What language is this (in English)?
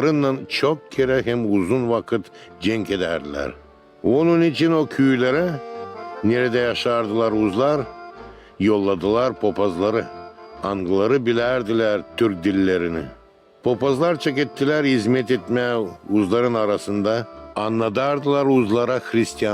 Gagauz